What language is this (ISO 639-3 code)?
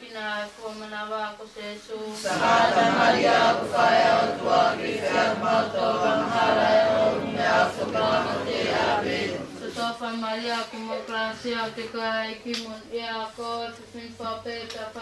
ton